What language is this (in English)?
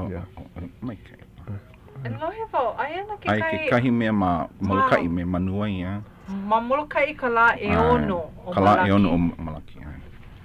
Hawaiian